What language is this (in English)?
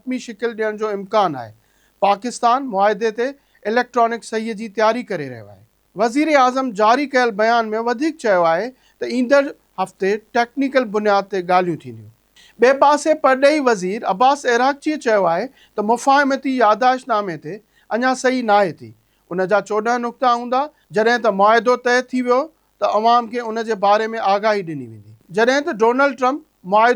Sindhi